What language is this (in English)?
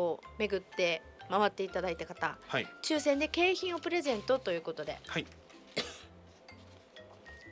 Japanese